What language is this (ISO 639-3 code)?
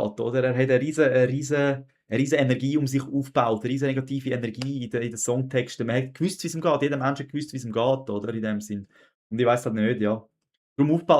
gsw